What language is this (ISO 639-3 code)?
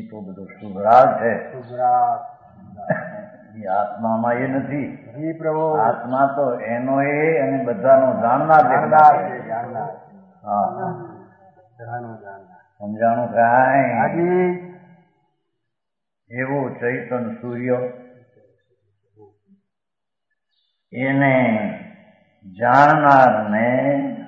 guj